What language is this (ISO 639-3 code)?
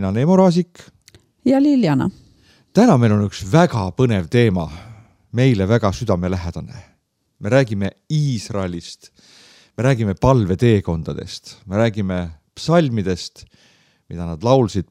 est